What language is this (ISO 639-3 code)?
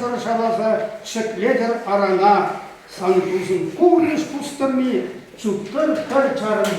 chv